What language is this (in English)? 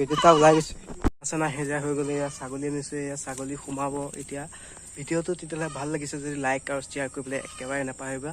Assamese